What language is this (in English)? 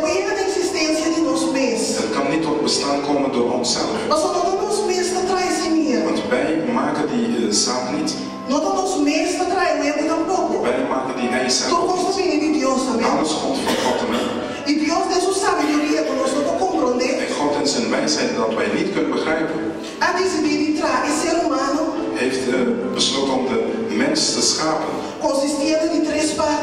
Papiamento